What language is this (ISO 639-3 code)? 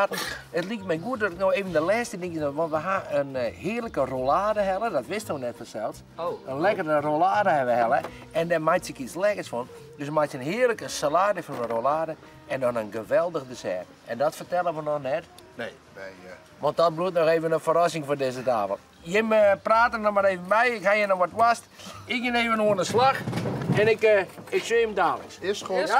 fry